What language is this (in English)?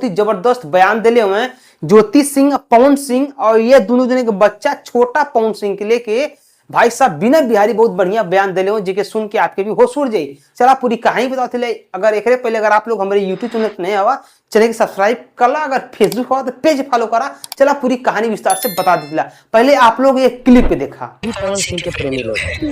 Bhojpuri